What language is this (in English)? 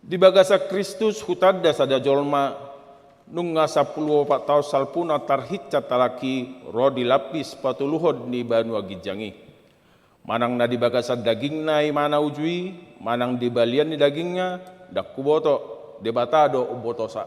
Batak Toba